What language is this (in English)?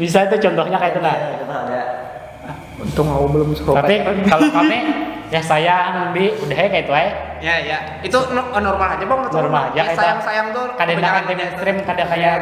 Banjar